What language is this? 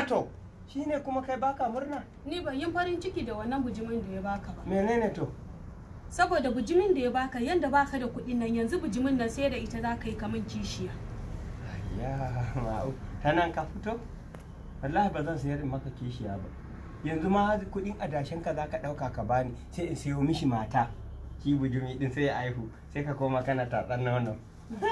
Hausa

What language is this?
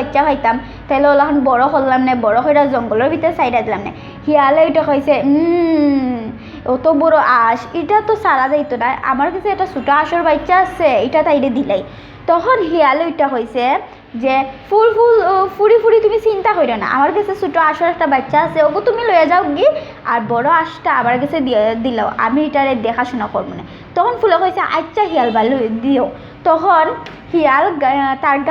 Sylheti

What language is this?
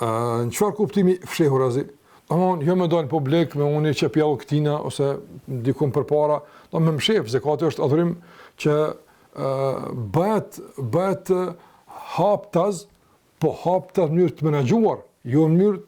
Albanian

